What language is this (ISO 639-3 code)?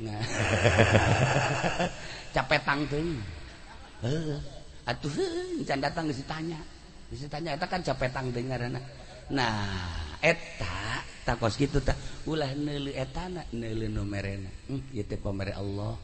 sun